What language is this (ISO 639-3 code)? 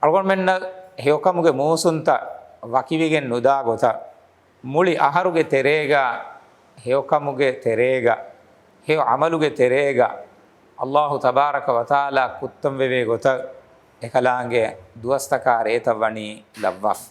div